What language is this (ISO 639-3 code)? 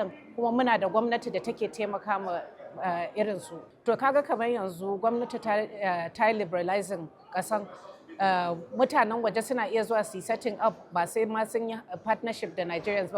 hau